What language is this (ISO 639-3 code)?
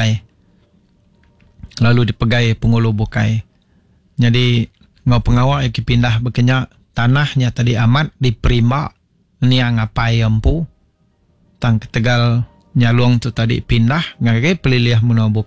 iba